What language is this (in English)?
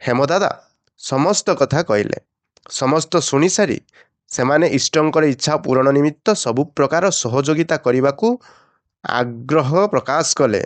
Odia